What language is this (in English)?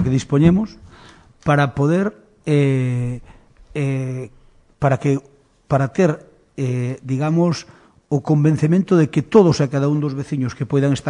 Galician